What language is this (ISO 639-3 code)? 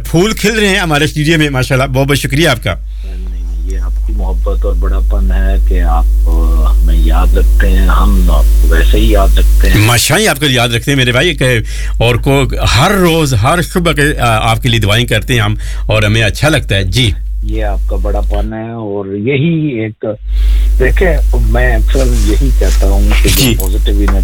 urd